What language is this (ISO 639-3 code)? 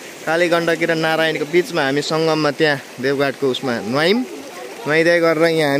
nep